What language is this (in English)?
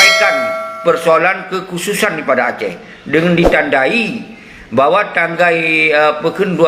Achinese